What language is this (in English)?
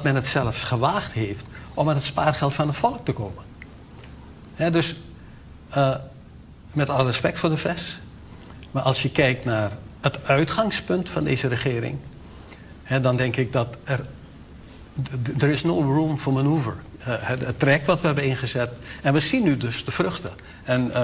Dutch